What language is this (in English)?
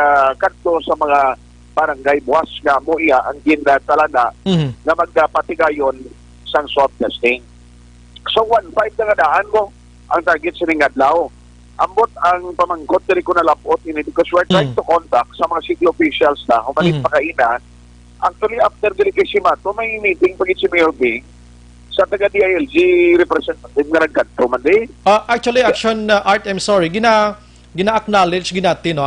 Hiligaynon